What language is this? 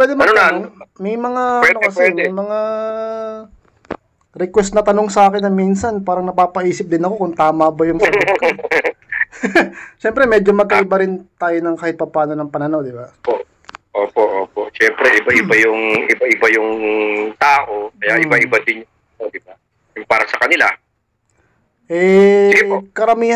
Filipino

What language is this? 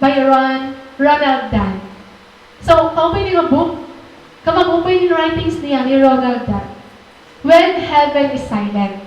Waray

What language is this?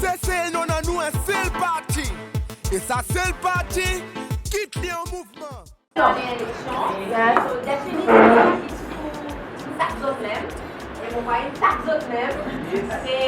Seselwa Creole French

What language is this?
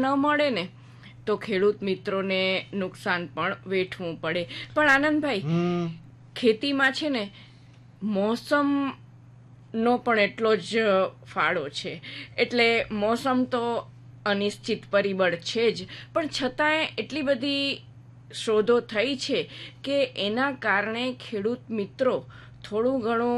Gujarati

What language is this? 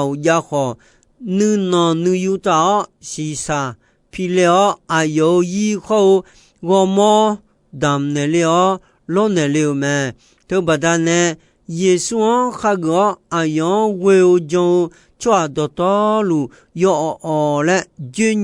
Akha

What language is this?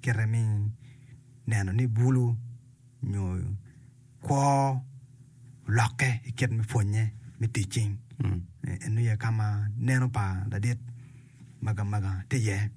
Acoli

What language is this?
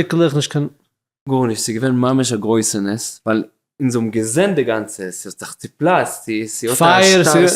Yiddish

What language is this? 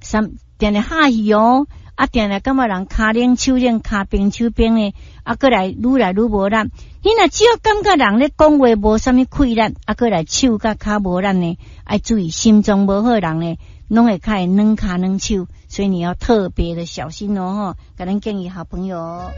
Min Nan Chinese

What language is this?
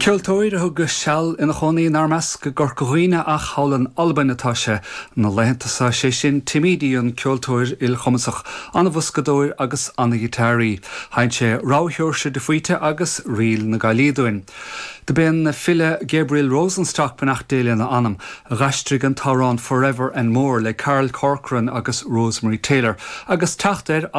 Irish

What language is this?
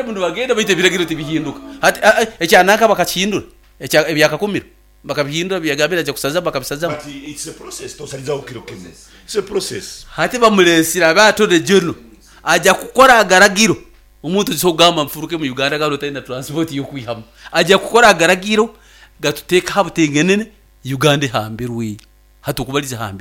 Nyoro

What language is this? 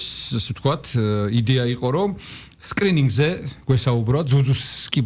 Georgian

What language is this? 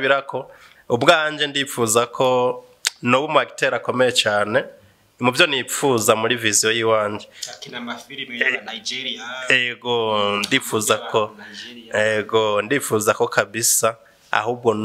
Rundi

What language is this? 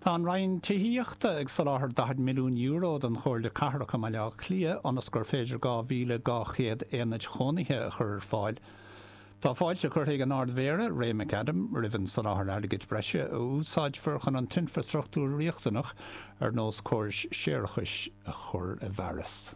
Irish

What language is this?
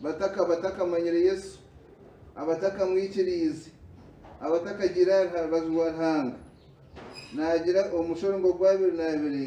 Nyankole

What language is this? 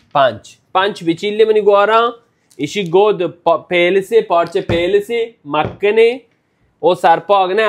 Baluchi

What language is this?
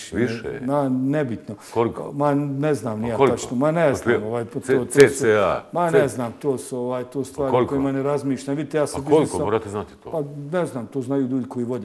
Bosnian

